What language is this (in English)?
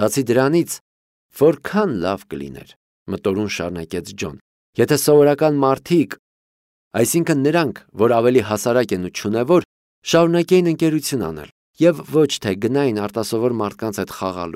Armenian